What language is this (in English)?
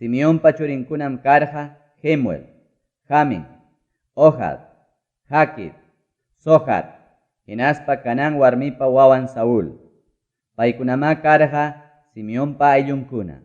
Ayacucho Quechua